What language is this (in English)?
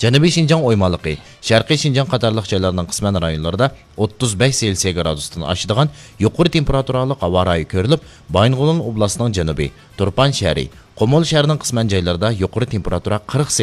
Uyghur